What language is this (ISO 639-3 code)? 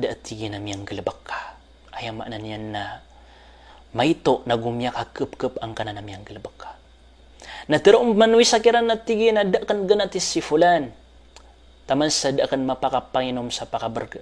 mrw